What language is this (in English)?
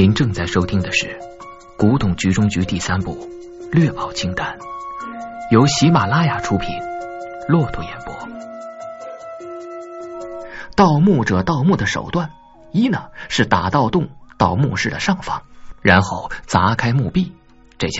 Chinese